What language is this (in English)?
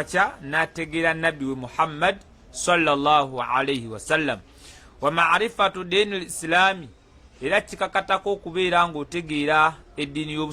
Ganda